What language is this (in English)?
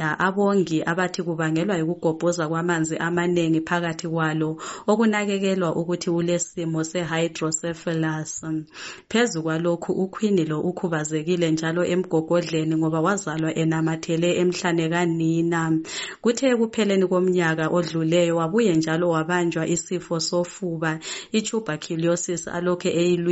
North Ndebele